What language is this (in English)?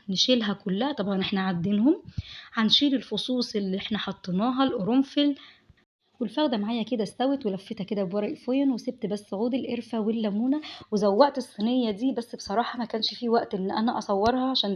Egyptian Arabic